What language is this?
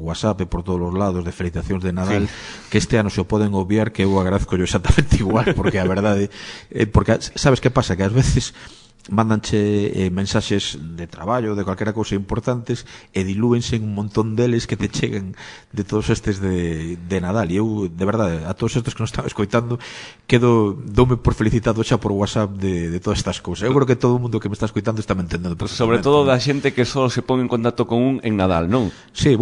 Galician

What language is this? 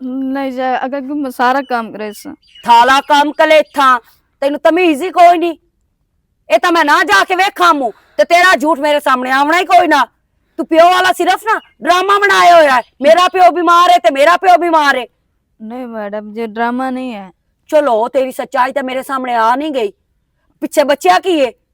Western Panjabi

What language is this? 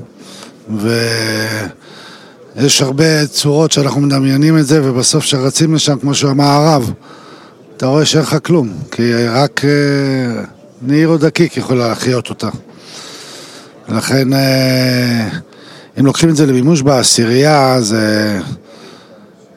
Hebrew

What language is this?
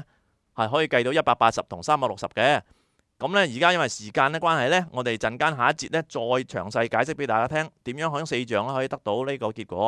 Cantonese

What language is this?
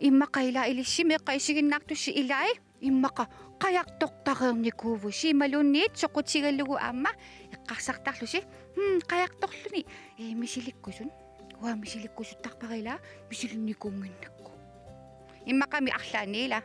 Kalaallisut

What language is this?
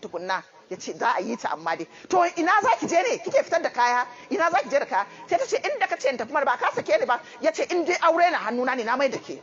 Hausa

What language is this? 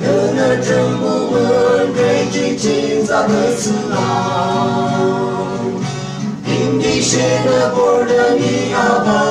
Yimchungru Naga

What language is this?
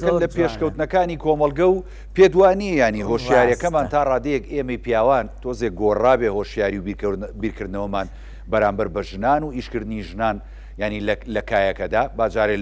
Central Kurdish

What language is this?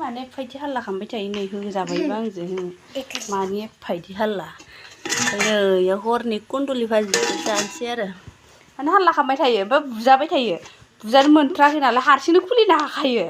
Bodo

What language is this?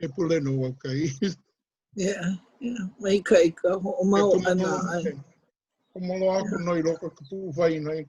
Hawaiian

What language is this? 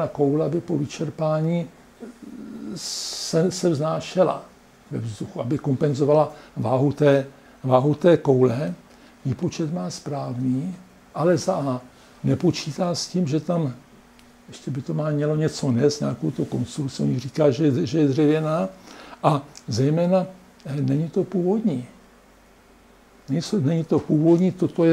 Czech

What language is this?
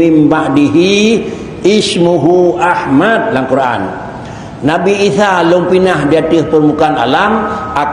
Achinese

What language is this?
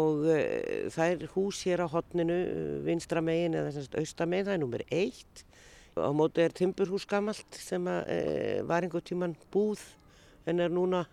Icelandic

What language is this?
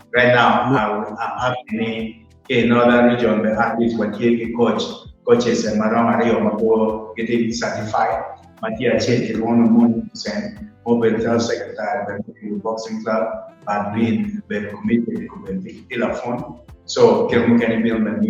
Acoli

